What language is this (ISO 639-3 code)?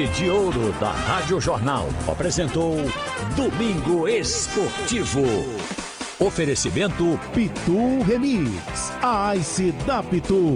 por